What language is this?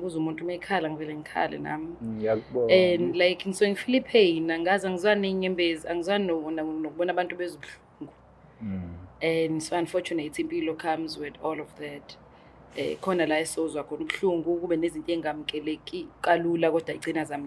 Zulu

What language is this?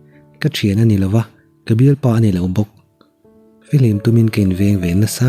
Mizo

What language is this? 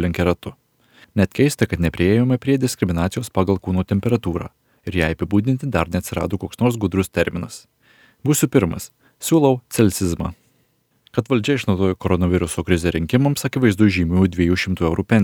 Lithuanian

